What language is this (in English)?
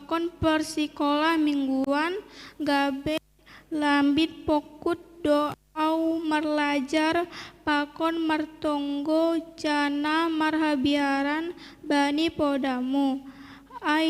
Batak Simalungun